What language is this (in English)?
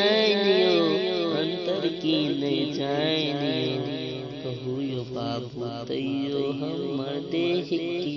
Maithili